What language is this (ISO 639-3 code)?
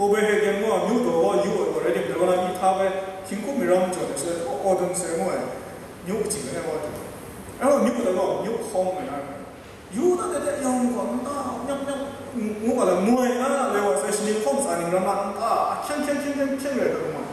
kac